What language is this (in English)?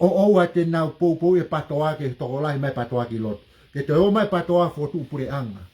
Tongan